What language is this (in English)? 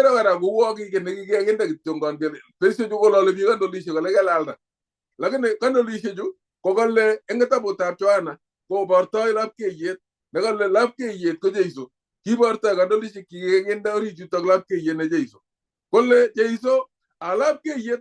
Kalenjin